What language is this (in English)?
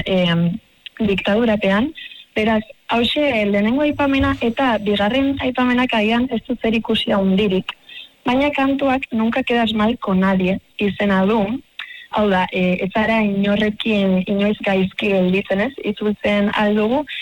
Basque